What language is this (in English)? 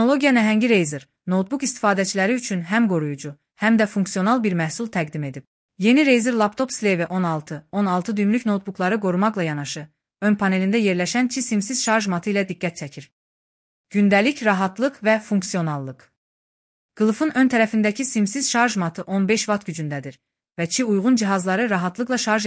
Azerbaijani